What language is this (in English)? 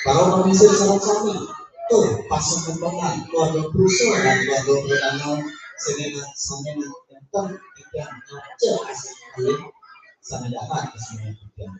Balinese